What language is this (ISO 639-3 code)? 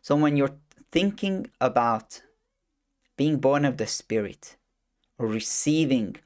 eng